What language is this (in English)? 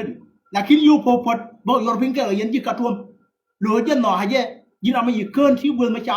Nuer